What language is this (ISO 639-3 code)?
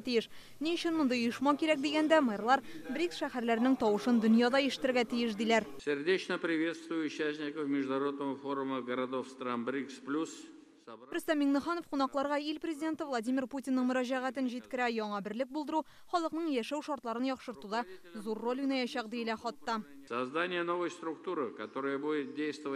tat